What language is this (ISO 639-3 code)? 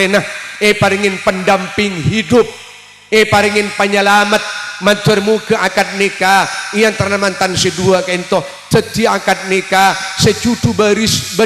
mad